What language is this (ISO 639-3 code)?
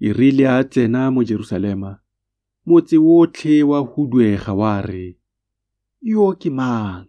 tsn